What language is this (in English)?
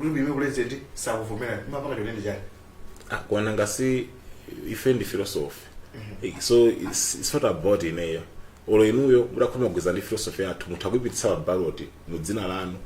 Nyanja